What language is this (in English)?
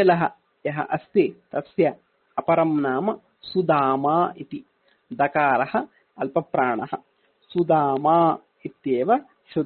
Sanskrit